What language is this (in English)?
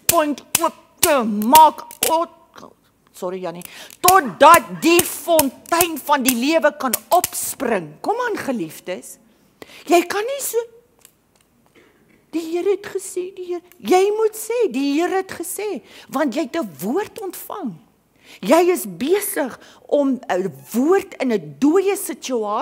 Afrikaans